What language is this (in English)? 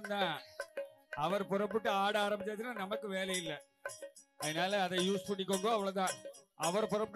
Tamil